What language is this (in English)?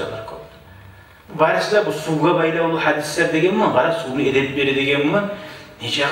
Kumyk